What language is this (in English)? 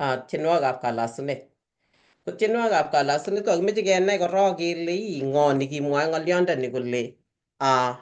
Kalenjin